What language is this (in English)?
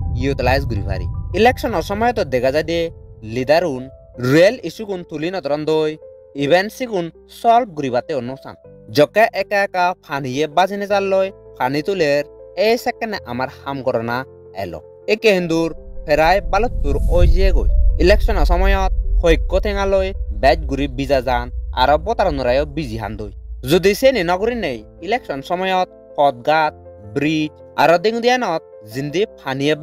Chakma